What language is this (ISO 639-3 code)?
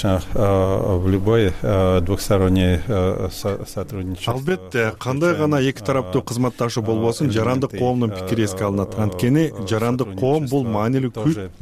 kir